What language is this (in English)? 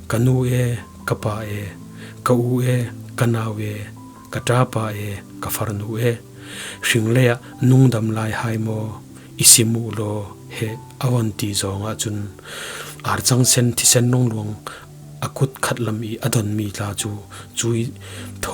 Falam Chin